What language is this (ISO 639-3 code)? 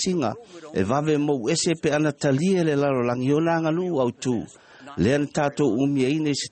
smo